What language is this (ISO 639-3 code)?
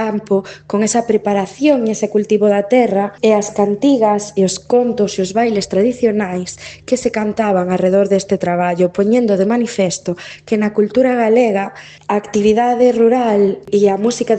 glg